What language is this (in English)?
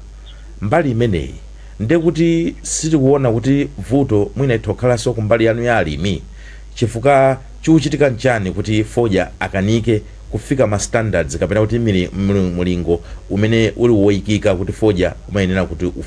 Nyanja